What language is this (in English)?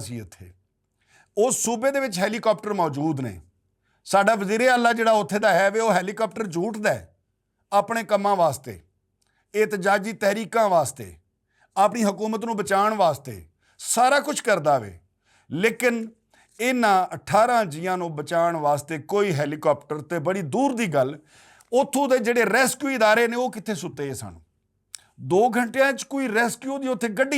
Western Panjabi